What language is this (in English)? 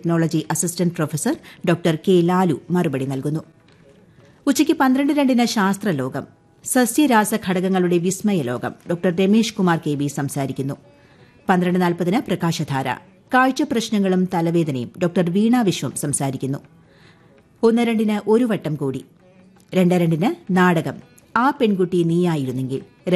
Malayalam